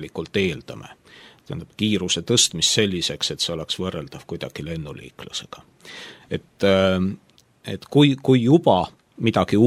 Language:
Estonian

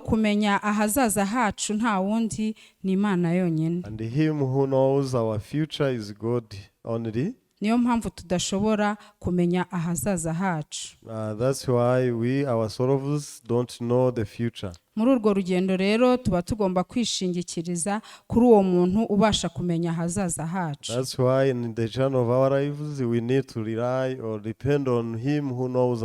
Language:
Kinyarwanda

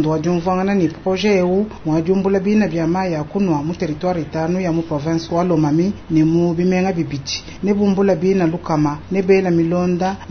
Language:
Luba-Lulua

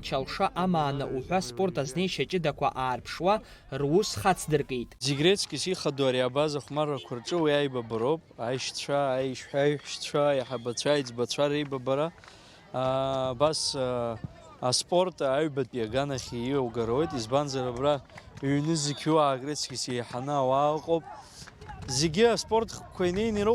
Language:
Abkhazian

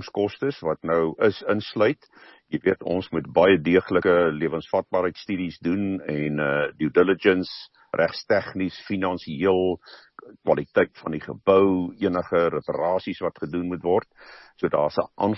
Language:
Afrikaans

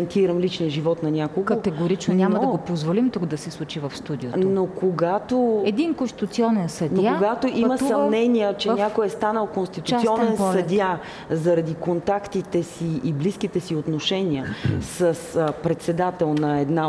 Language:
Bulgarian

